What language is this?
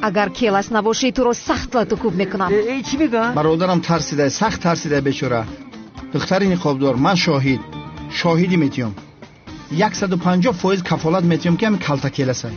Tajik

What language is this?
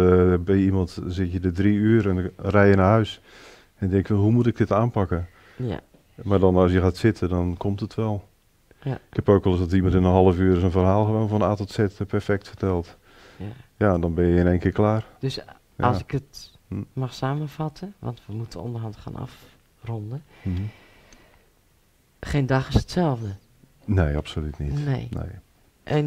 Dutch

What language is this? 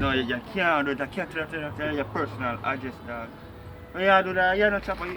Jamaican Creole English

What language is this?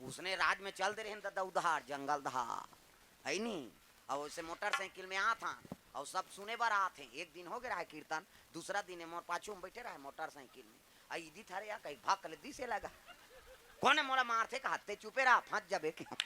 Chhattisgarhi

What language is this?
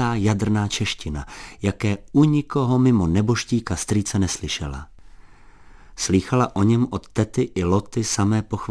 Czech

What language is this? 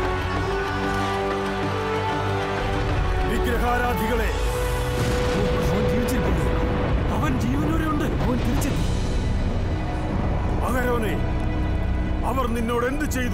Malayalam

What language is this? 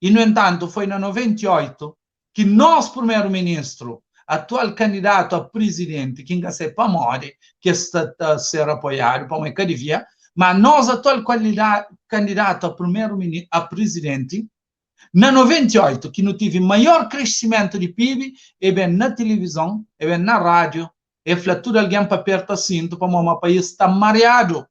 Kabuverdianu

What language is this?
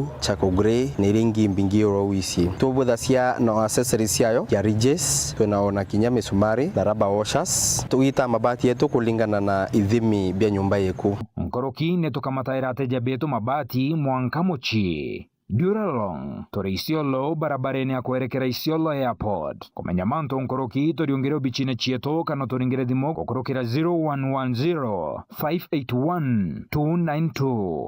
Meru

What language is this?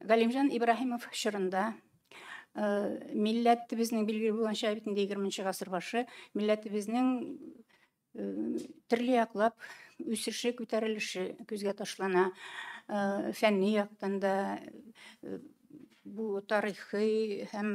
Tatar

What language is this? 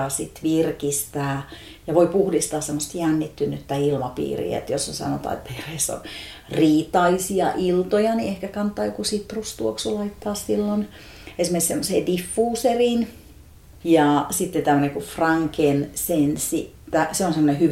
Finnish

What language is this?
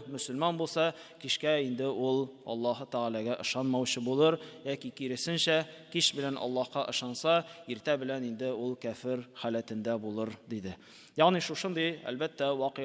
Tatar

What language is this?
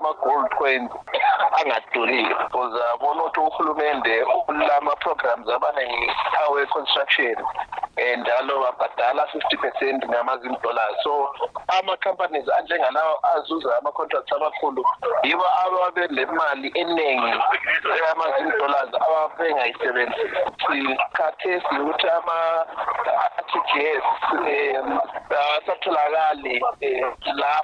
North Ndebele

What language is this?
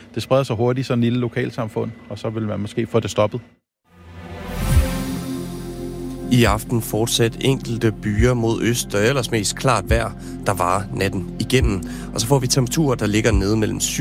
Danish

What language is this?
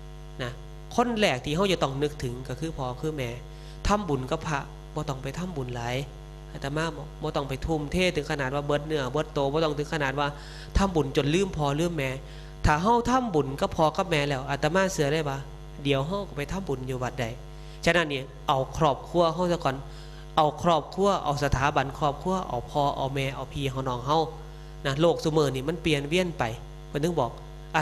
Northeastern Thai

